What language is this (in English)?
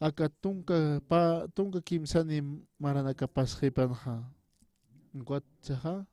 Aymara